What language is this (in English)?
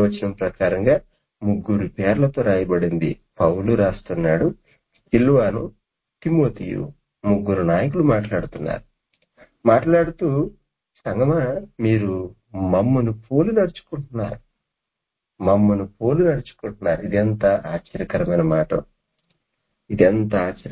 Telugu